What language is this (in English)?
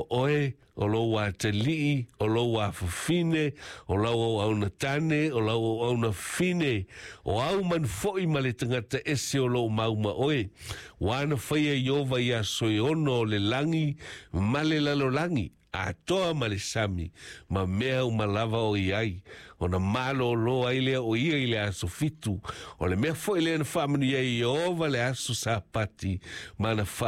Samoan